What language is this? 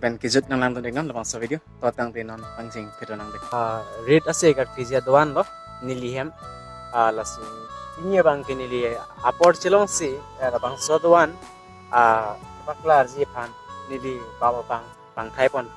Karbi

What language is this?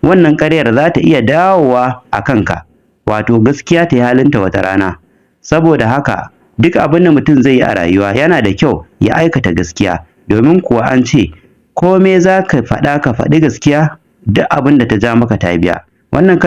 Hausa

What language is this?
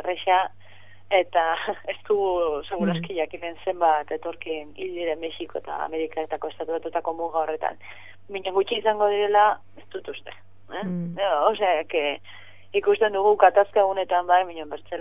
Basque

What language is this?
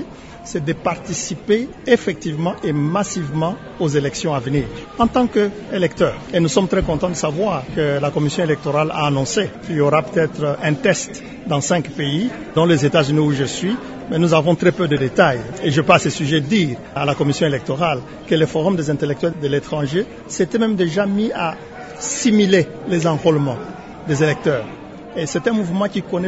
French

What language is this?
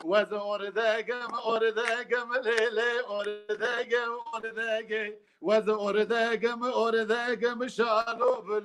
Kurdish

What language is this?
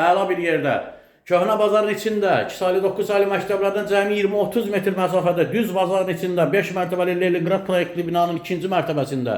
Azerbaijani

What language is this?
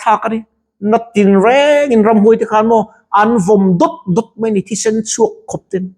Mizo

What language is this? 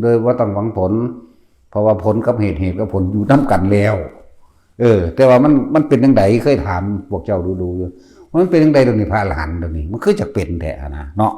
Northeastern Thai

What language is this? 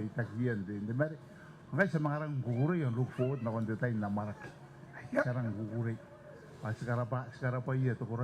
Gilbertese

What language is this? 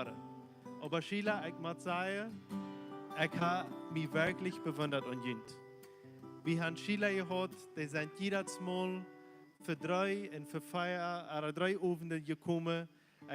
Plautdietsch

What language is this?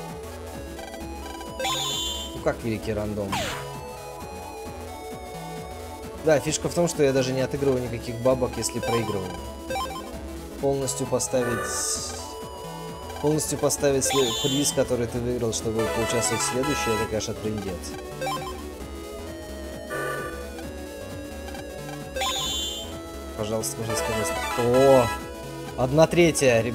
Russian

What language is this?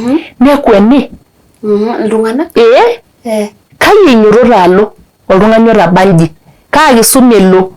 Masai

